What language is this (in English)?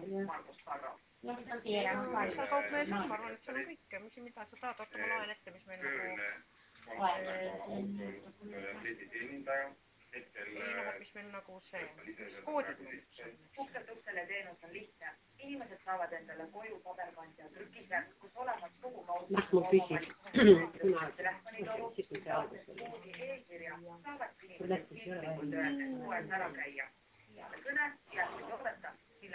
Estonian